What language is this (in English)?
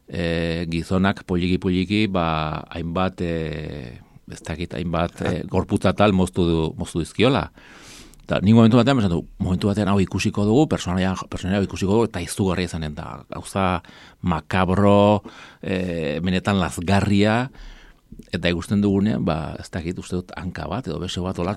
Basque